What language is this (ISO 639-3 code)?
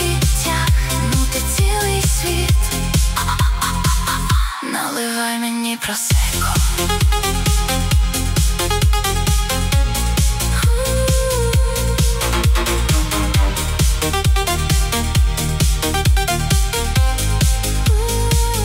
ukr